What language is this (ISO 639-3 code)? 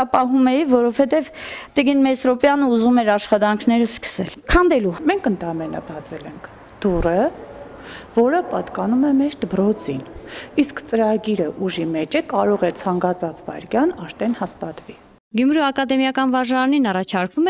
hye